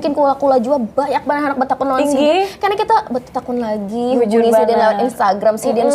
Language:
Banjar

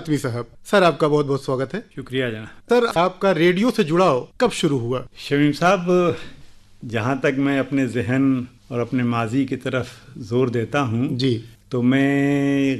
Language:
Hindi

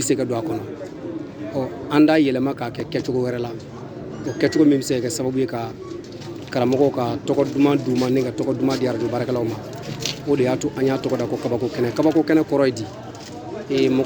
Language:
Bambara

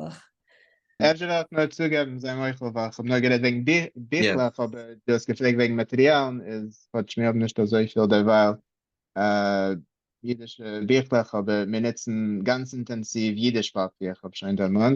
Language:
Yiddish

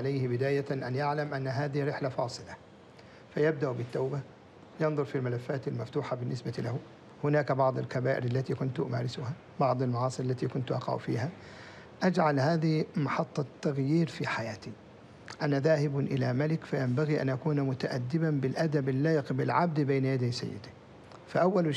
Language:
Arabic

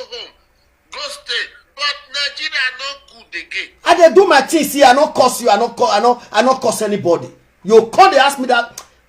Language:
Nigerian Pidgin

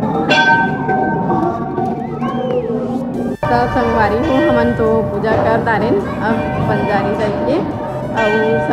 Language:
Chhattisgarhi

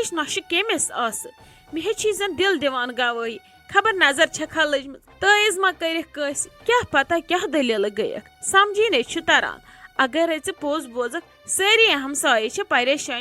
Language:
Kashmiri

